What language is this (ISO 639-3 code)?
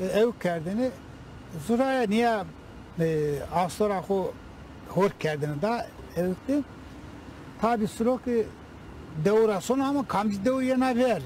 zza